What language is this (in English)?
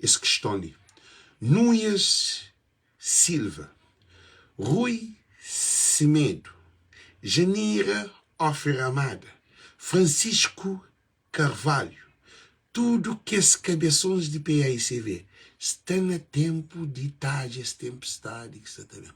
Kabuverdianu